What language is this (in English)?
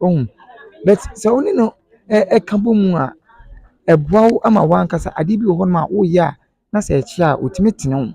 Akan